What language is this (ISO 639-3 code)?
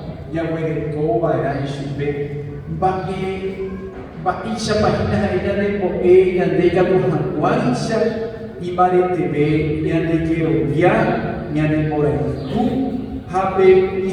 grn